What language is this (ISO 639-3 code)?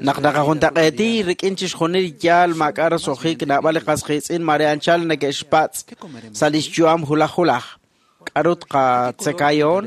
kek